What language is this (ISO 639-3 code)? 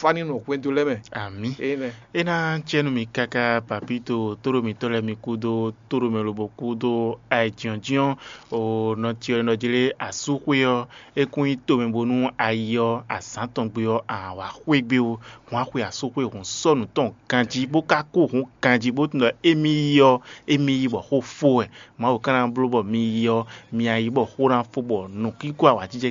fon